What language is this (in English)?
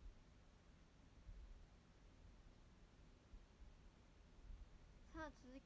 Japanese